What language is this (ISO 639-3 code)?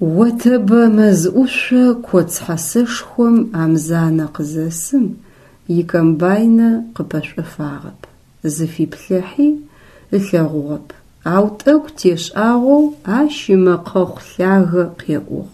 ady